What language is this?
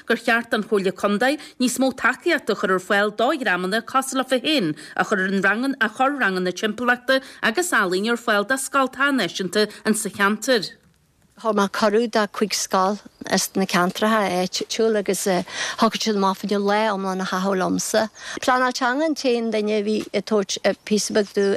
Irish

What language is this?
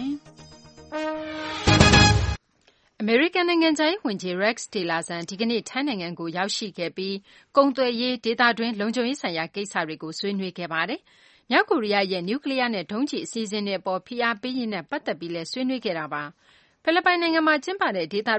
Burmese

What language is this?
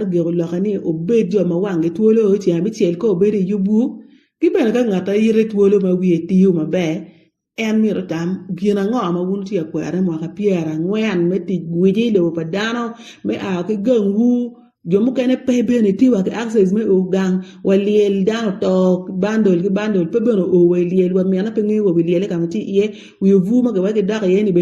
Acoli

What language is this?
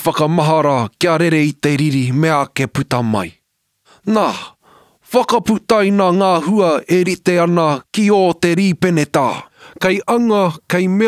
Māori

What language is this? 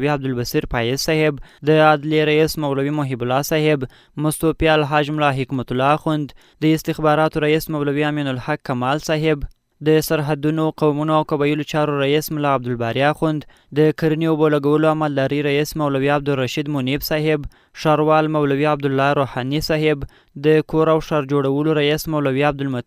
Pashto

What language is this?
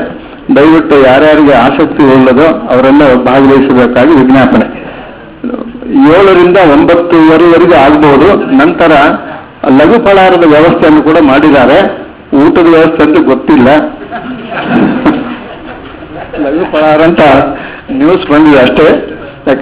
Kannada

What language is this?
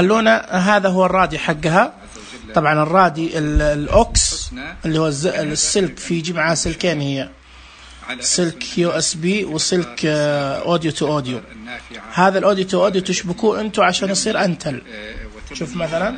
Najdi Arabic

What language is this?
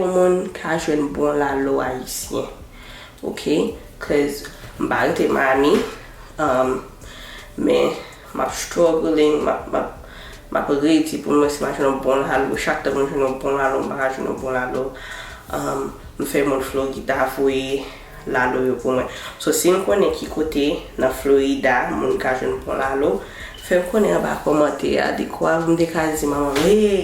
Haitian Creole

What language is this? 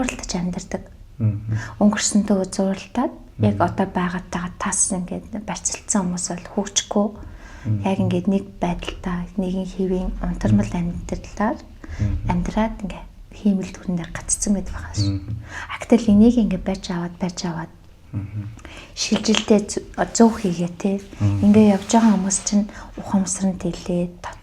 Mongolian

